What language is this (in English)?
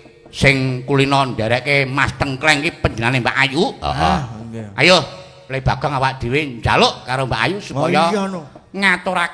Javanese